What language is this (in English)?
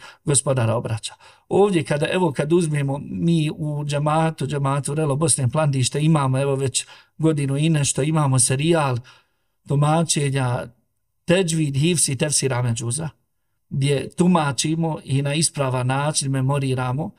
Bosnian